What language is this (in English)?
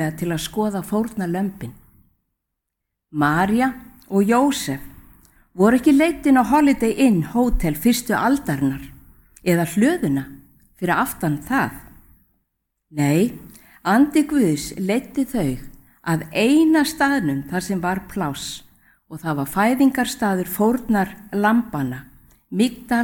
Icelandic